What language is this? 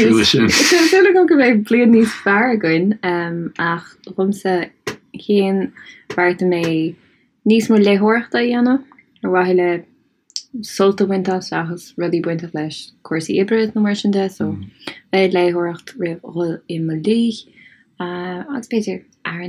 Irish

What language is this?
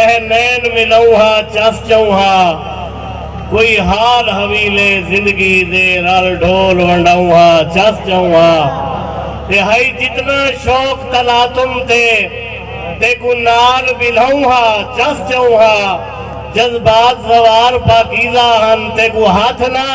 Saraiki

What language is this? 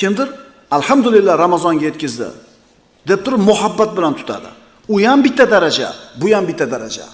Uzbek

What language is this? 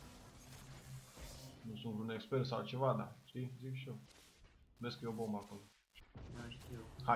Romanian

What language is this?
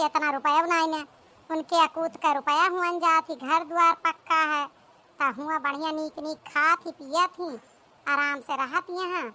Awadhi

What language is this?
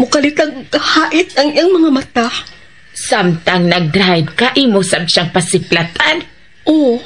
Cebuano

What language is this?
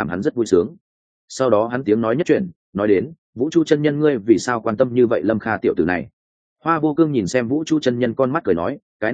Vietnamese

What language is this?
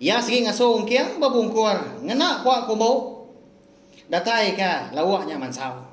Iban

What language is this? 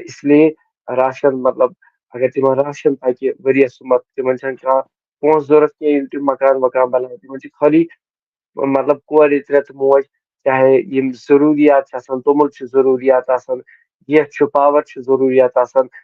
Kashmiri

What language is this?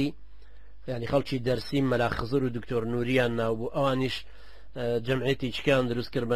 Central Kurdish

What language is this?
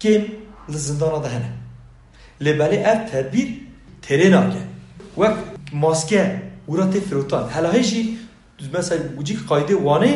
Kurdish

